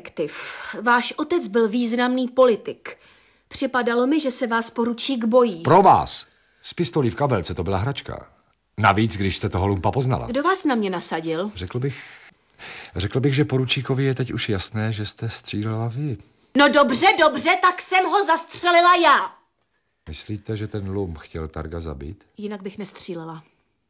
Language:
Czech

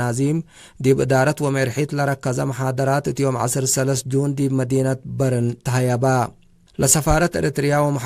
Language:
Tigre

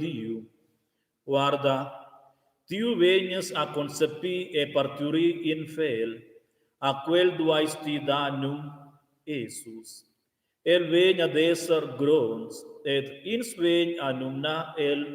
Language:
Romansh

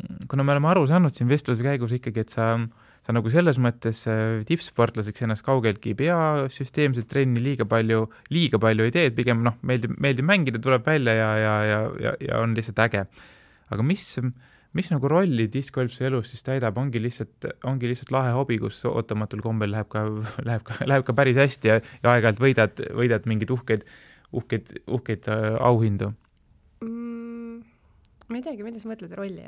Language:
Estonian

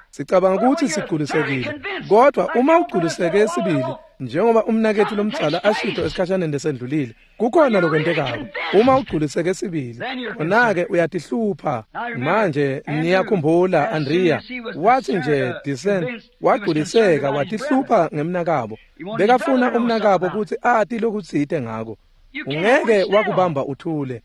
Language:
Swati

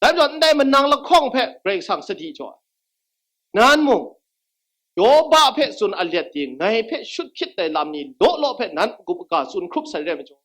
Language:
Kachin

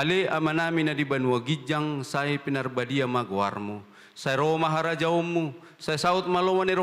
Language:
Batak Toba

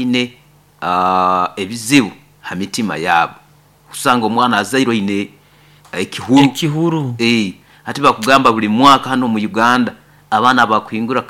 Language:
Nyoro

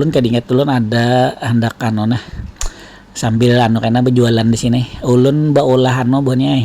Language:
Banjar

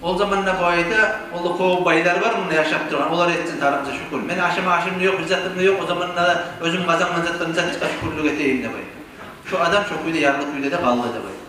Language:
Kumyk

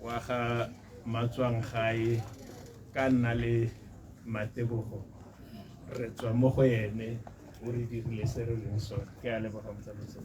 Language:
Tswana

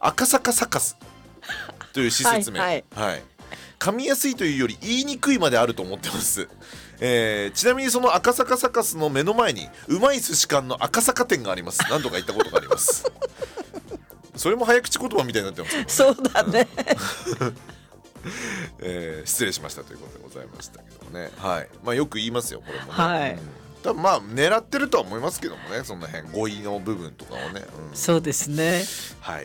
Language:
Japanese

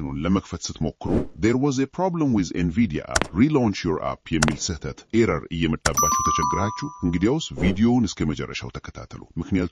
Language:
Amharic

